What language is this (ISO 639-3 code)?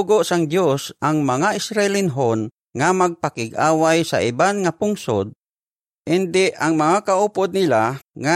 hil